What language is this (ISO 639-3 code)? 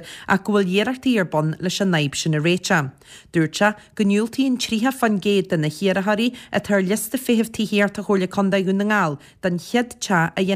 gle